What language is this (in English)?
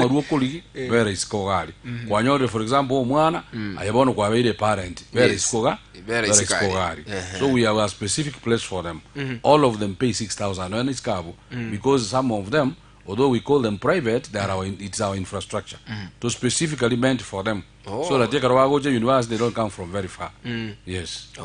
Gusii